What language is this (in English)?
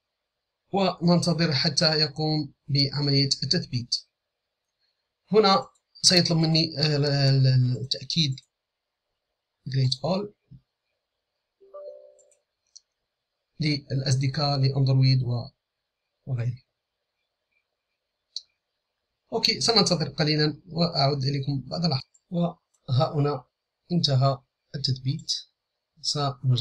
Arabic